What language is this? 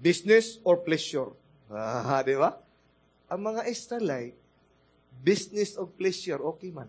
Cebuano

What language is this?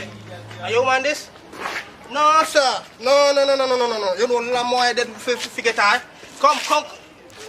Jamaican Creole English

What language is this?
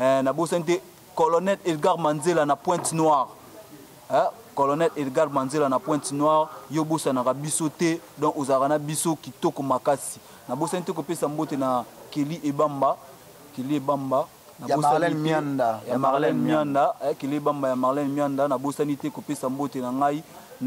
Lingala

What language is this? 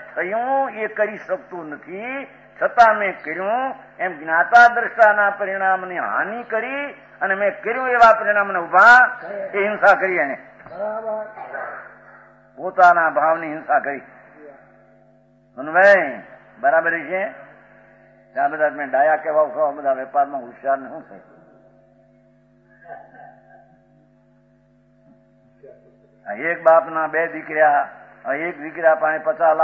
Gujarati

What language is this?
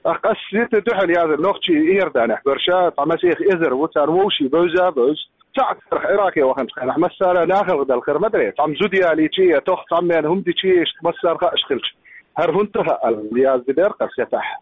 Chechen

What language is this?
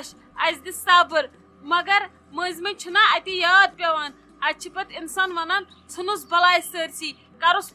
Kashmiri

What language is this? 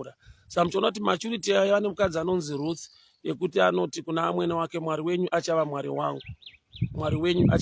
Shona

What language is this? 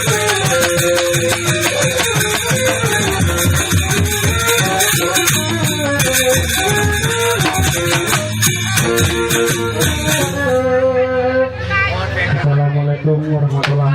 Sasak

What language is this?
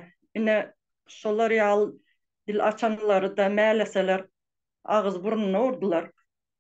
Turkmen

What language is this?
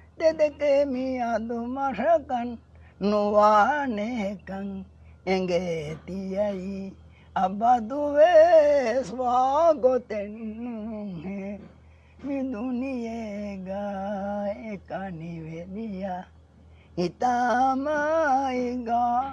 Divehi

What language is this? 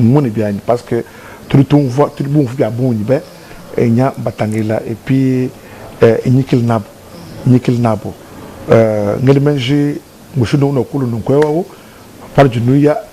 Luba-Lulua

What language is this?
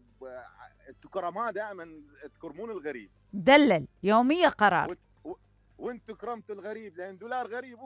Mesopotamian Arabic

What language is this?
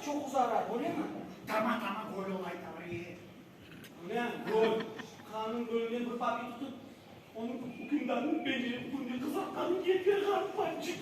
Crimean Tatar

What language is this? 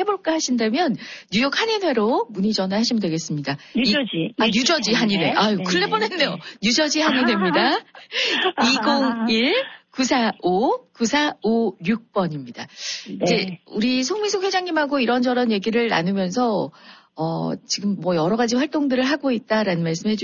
Korean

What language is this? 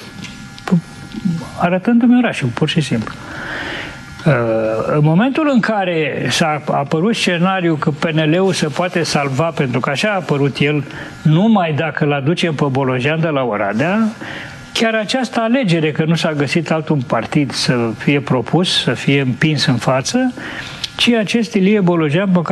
Romanian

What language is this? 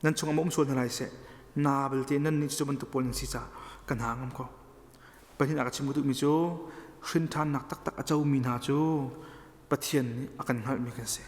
Hakha Chin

